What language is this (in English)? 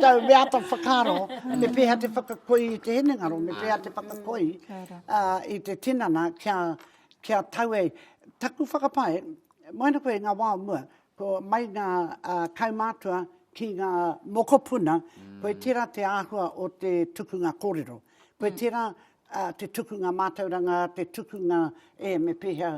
Māori